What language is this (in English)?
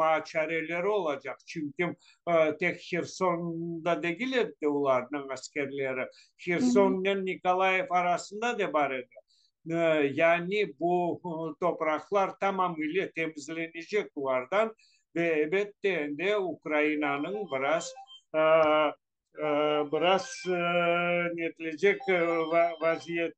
Crimean Tatar